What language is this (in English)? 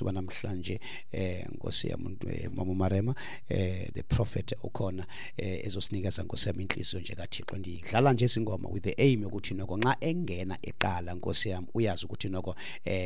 Xhosa